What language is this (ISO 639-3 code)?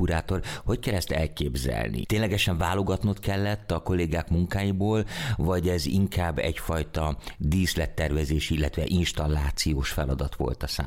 hun